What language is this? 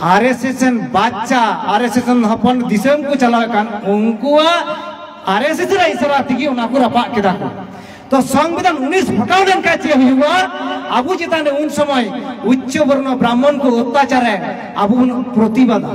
Santali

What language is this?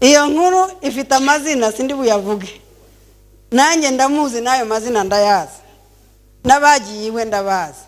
Kinyarwanda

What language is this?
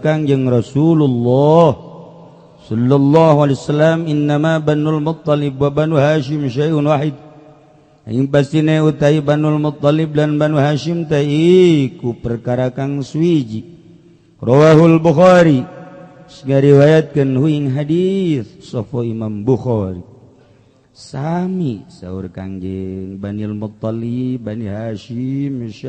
Sundanese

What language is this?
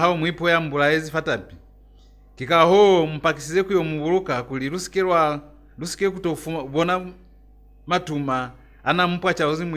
Lozi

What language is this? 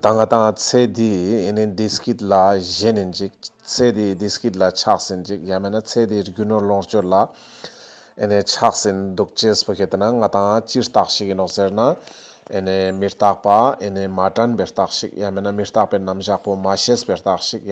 Ladakhi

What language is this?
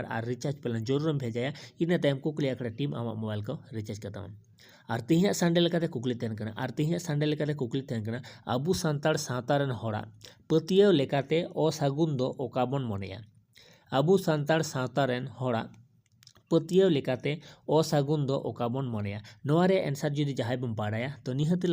Santali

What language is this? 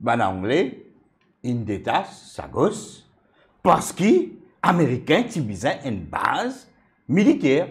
Morisyen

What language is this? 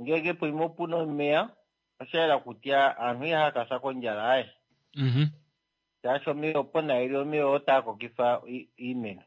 Kuanyama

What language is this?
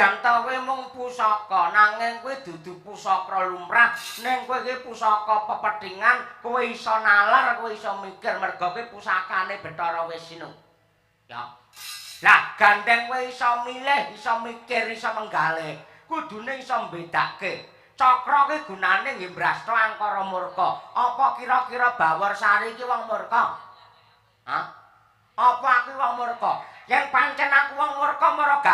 Javanese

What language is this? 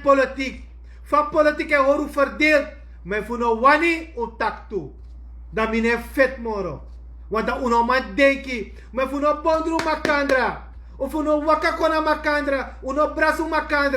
Sranan Tongo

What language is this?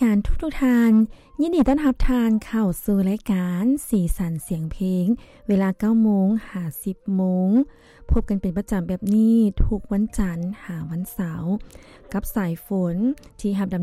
Lao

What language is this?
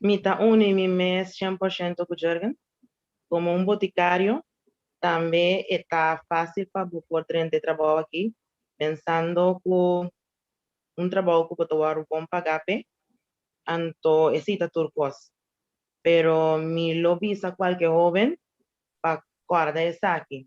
Papiamento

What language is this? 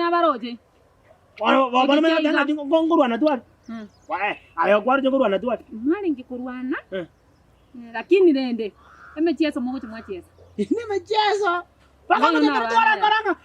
Gusii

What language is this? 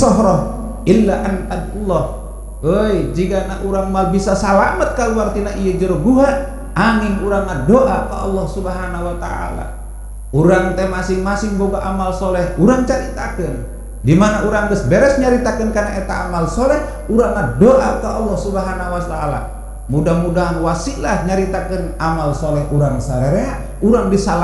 Sundanese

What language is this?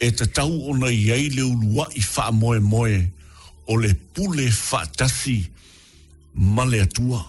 Samoan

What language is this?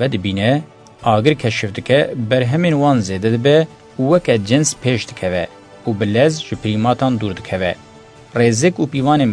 Kurdish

